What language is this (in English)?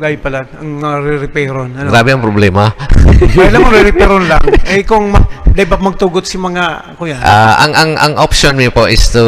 Bikol